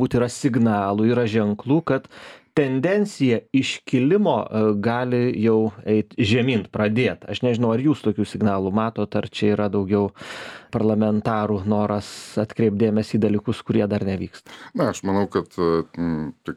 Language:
Lithuanian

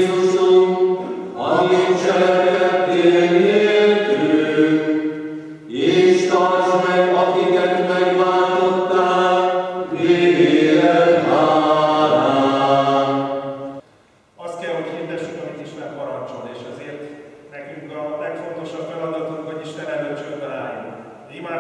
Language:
Hungarian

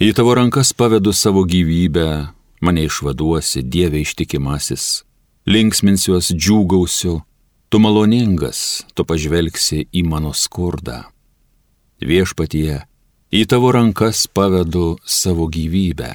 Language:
Lithuanian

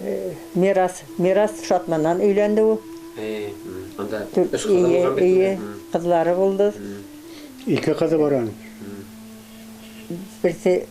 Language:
Bashkir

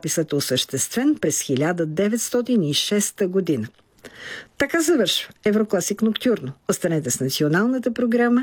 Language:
Bulgarian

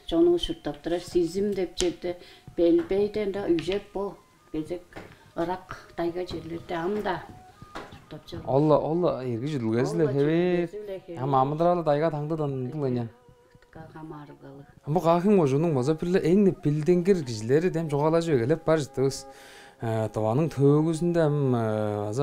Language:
Tuvinian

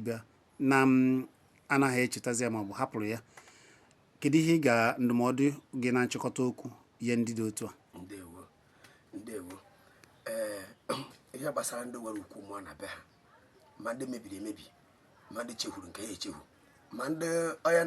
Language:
Igbo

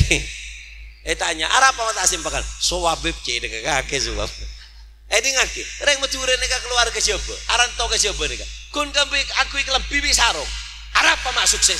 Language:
Madurese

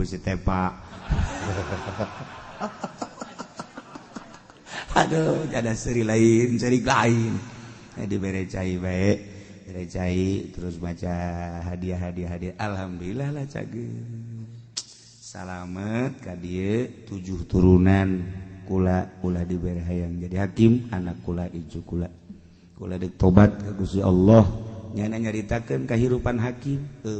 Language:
Sundanese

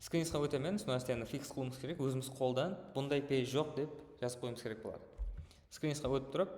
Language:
Kara-Kalpak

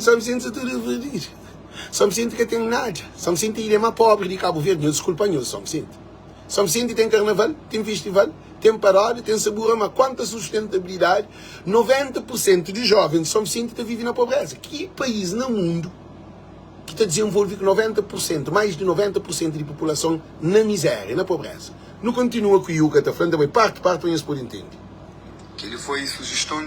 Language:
Kabuverdianu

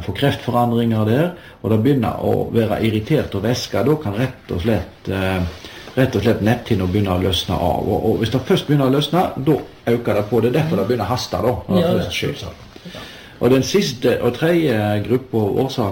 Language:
Norwegian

